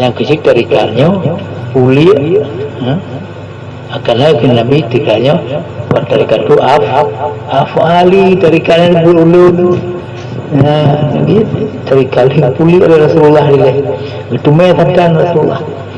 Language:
Achinese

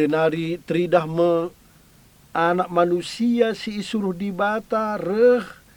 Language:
Batak Karo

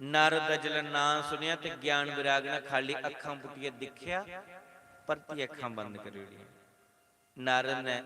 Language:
Dogri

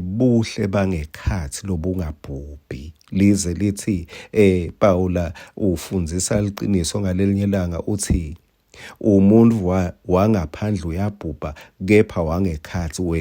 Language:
Swati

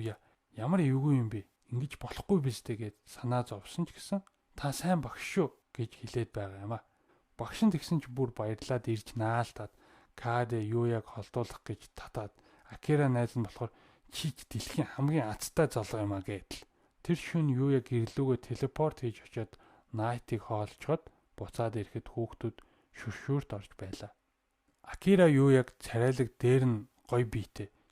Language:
Mongolian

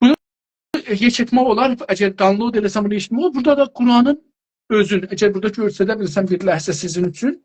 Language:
South Azerbaijani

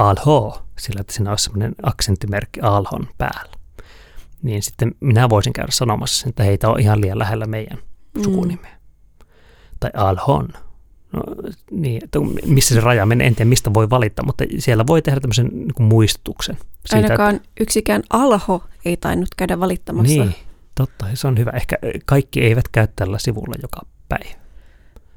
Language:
Finnish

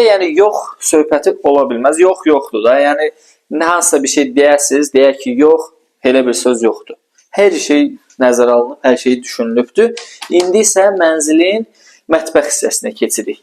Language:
Azerbaijani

